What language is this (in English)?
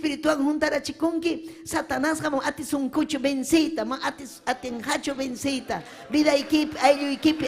Ayacucho Quechua